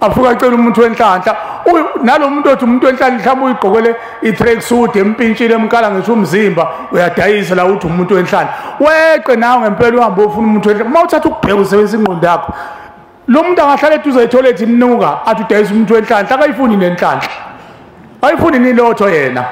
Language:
Zulu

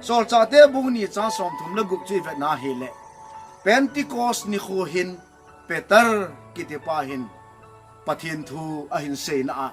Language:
Thado Chin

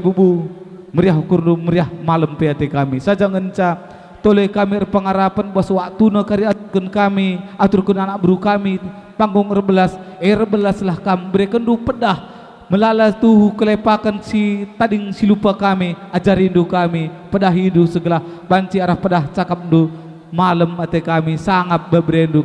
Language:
Batak Karo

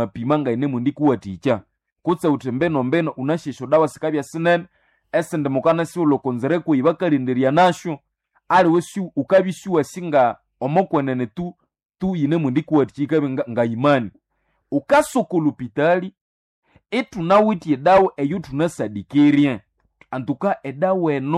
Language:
Nande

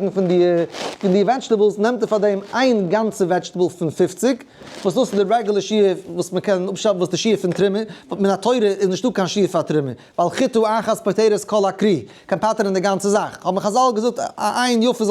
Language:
Yiddish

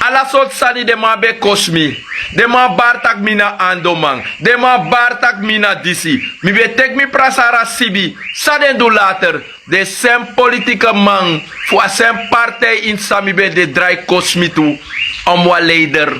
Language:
Sranan Tongo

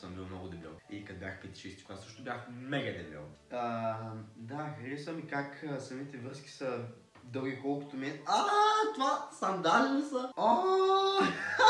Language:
Bulgarian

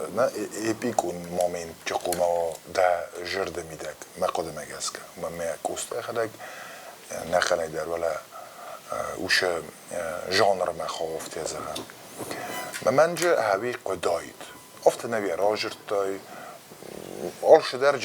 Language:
Ossetic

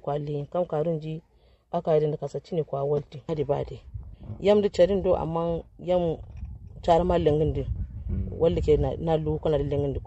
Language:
Kanuri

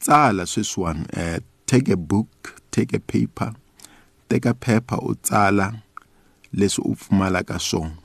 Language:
Tsonga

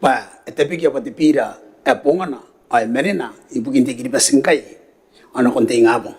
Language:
Gilbertese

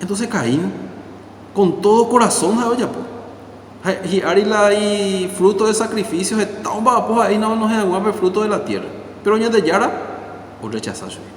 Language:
Guarani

